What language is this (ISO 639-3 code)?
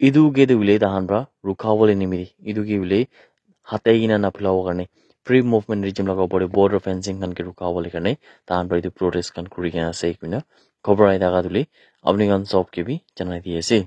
nag